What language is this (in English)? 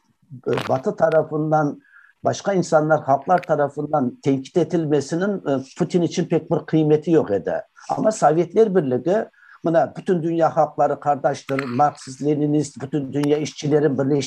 Crimean Tatar